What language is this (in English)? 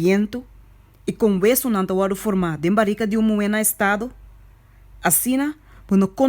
Papiamento